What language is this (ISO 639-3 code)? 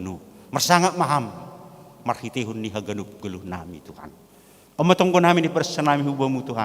bts